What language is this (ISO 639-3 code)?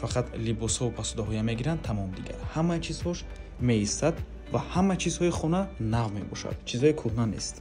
tgk